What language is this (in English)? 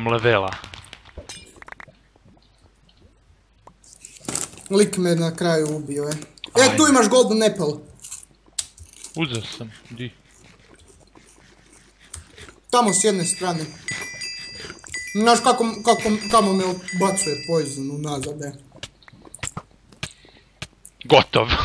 Croatian